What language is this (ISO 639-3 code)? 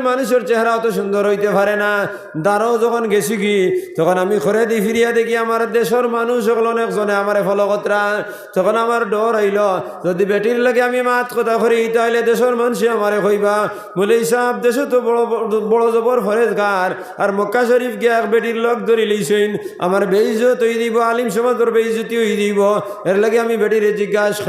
syl